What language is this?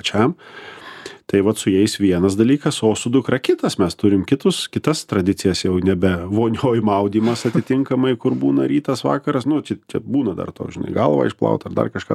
Lithuanian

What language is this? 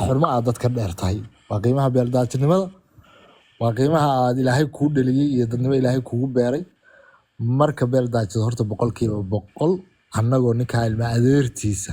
Somali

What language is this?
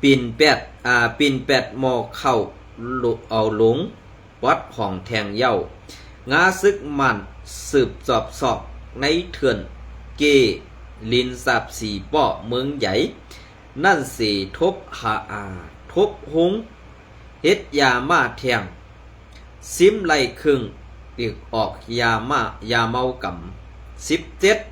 Shan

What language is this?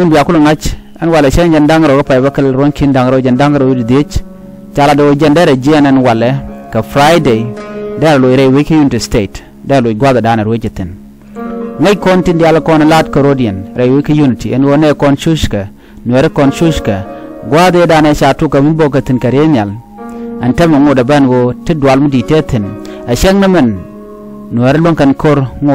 Nuer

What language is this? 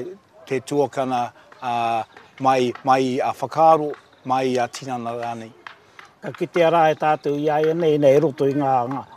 Māori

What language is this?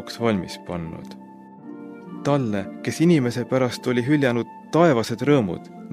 Estonian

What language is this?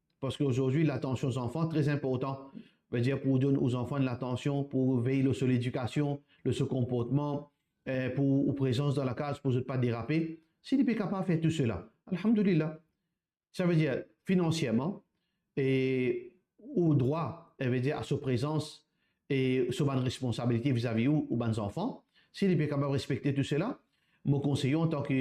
Morisyen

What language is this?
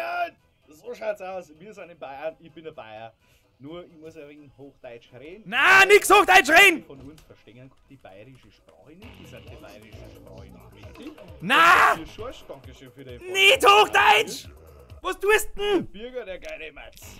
Bavarian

